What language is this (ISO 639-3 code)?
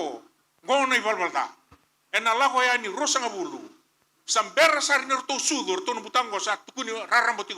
fij